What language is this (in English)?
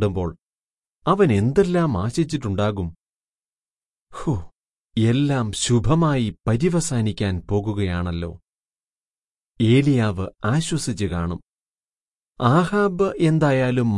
Malayalam